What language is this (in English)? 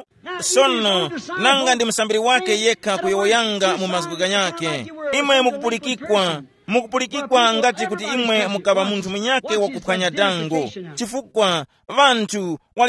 Tumbuka